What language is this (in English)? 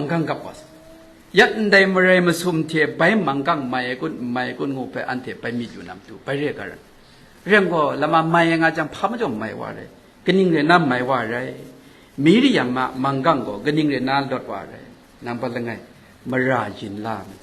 Kachin